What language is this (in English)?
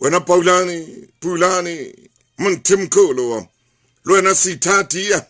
Southern Sotho